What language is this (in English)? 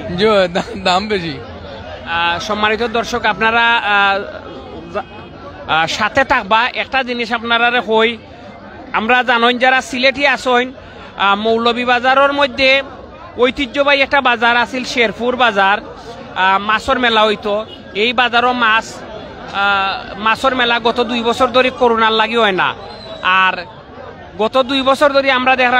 Sylheti